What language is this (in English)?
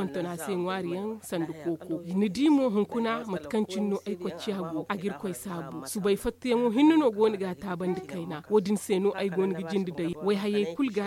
Zarma